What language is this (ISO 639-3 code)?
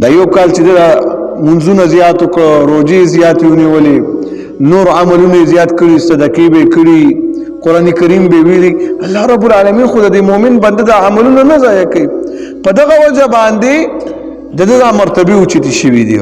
pus